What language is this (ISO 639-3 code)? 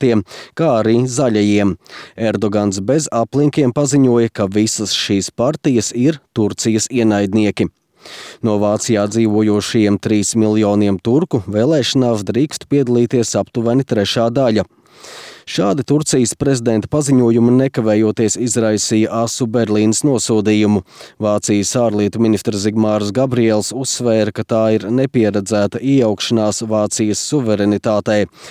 lav